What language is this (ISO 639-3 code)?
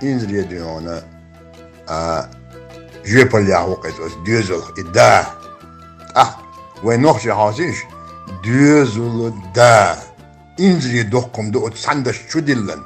che